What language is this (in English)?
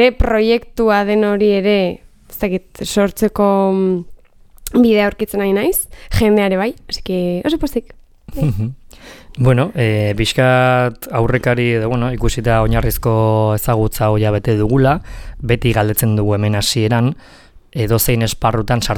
Basque